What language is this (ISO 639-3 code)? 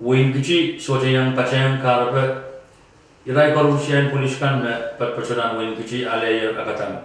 pon